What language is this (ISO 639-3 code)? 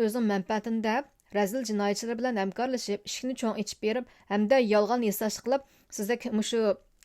uig